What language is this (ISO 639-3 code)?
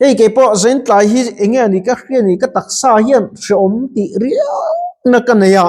lus